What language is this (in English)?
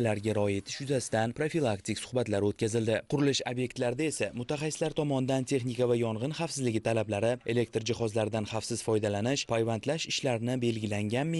Uzbek